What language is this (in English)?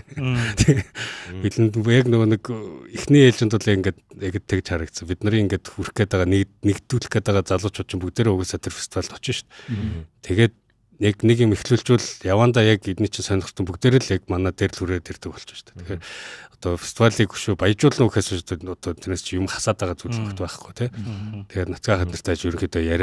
Mongolian